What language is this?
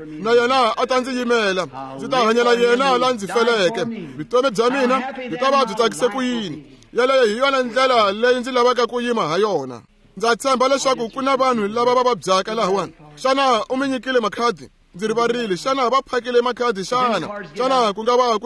Tsonga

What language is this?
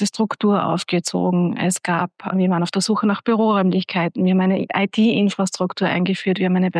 German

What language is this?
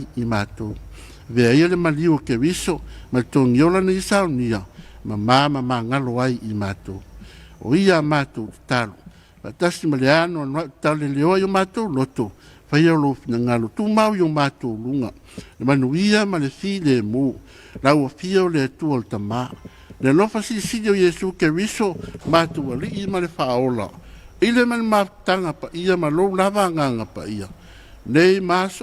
Samoan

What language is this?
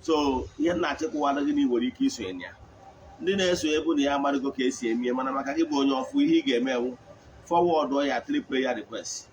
Igbo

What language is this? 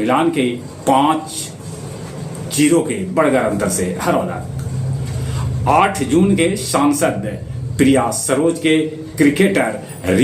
Magahi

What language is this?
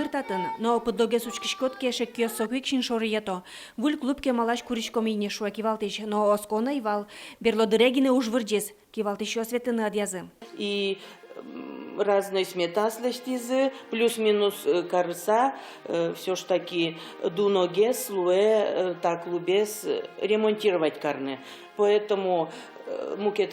Udmurt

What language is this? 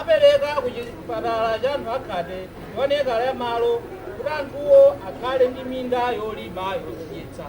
Nyanja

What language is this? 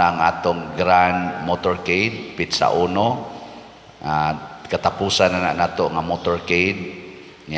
Cebuano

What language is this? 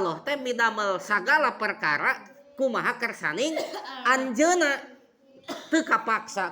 Sundanese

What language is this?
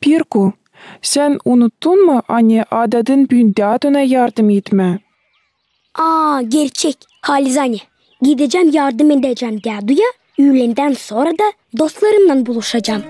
Gagauz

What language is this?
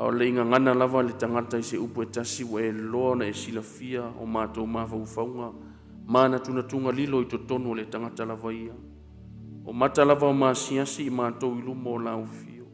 Samoan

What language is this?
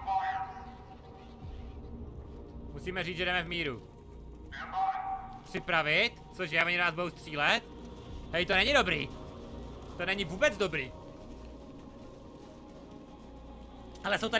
Czech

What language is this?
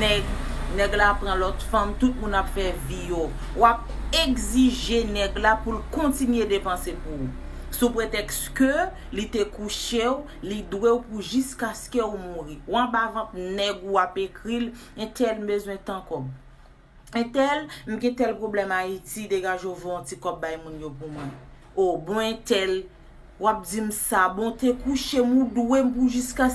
Haitian Creole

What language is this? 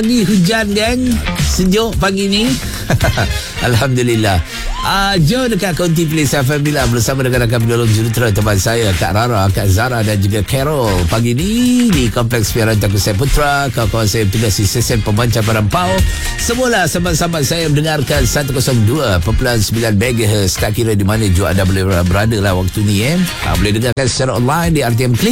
Malay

